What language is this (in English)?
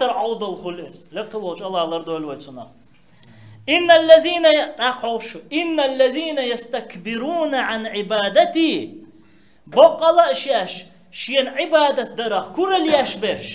Chechen